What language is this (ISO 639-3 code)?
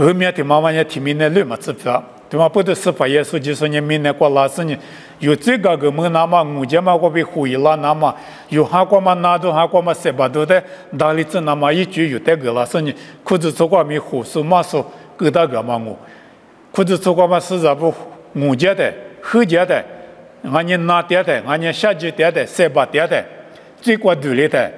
lis